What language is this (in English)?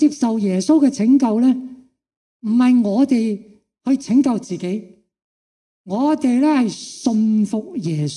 Cantonese